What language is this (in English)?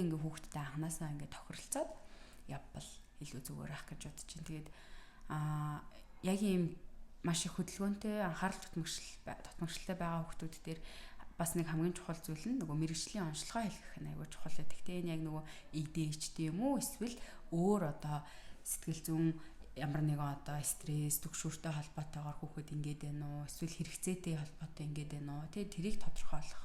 Mongolian